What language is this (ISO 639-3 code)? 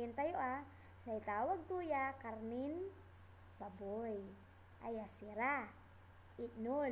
pag